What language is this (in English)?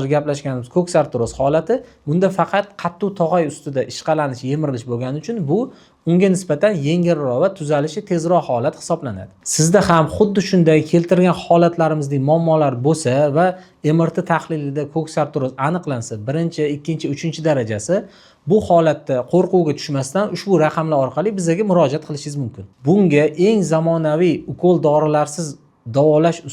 Uzbek